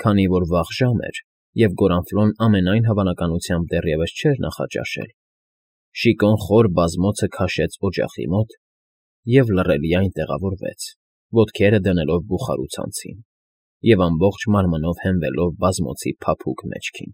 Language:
Armenian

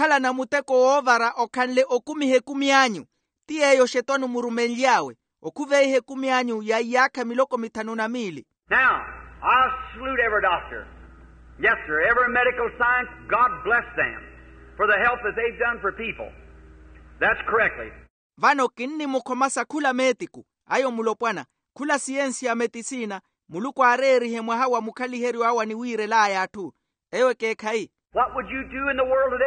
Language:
Makhuwa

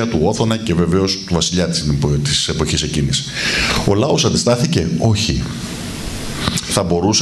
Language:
Greek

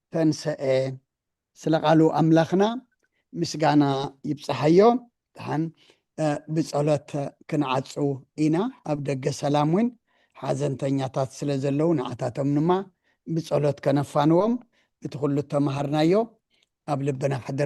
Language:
Tigrinya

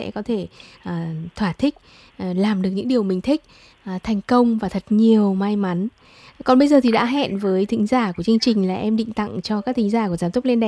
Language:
Vietnamese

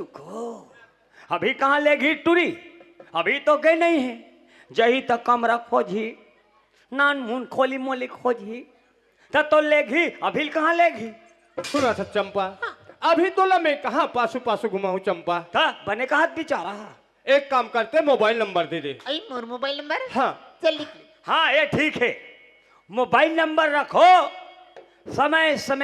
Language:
Chhattisgarhi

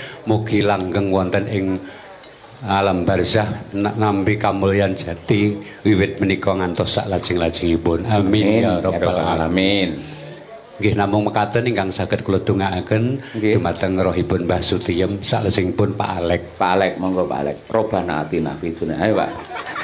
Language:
Javanese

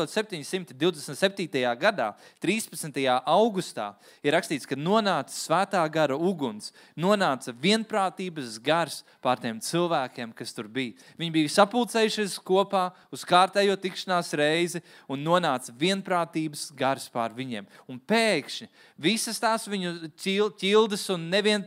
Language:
Latvian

